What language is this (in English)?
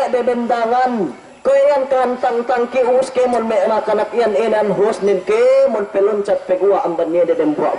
Yakan